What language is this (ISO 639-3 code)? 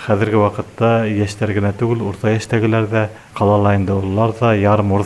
bak